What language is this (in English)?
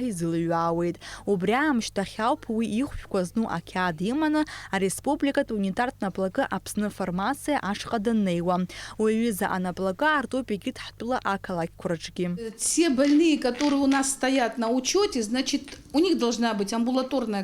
Abkhazian